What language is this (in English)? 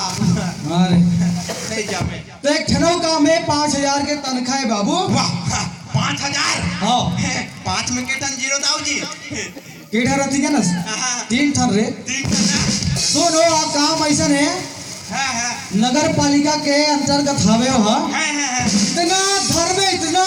Chhattisgarhi